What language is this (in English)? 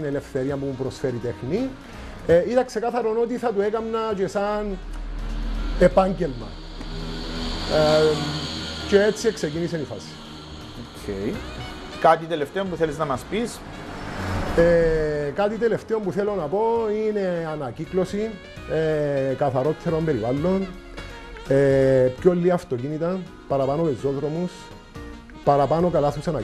Greek